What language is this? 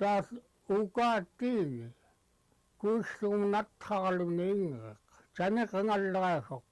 Central Yupik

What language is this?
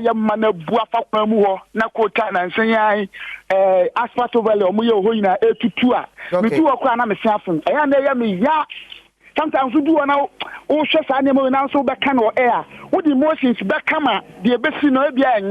Akan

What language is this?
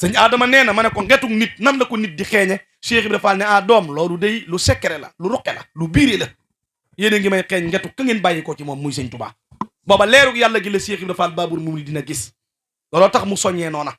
Wolof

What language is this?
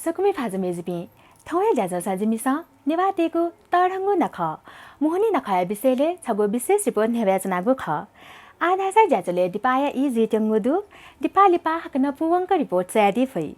Newari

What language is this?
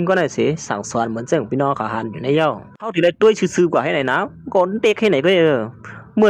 Shan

